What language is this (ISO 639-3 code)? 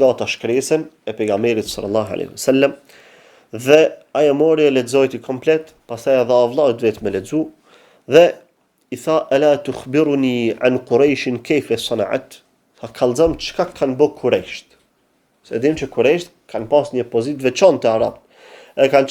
sqi